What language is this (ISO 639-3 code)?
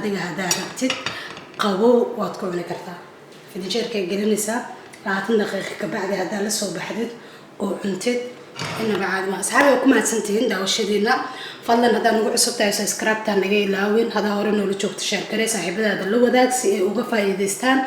som